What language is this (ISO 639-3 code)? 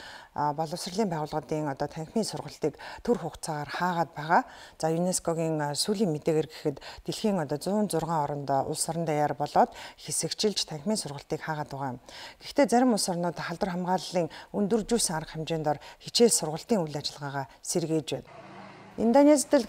mon